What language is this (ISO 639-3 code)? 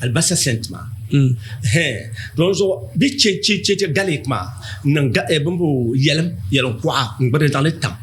dag